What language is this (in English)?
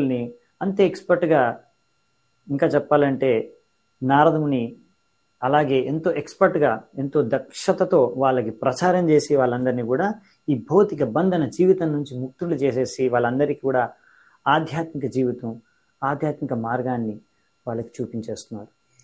Telugu